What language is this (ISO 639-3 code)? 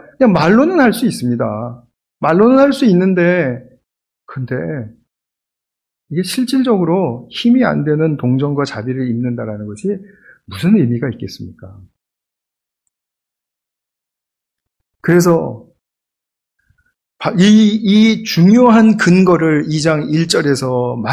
kor